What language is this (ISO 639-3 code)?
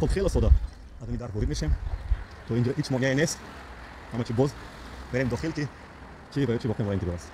tgk